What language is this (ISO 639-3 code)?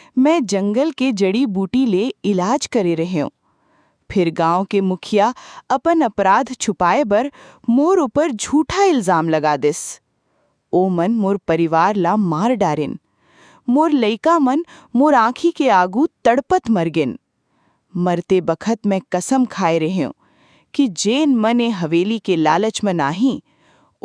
hne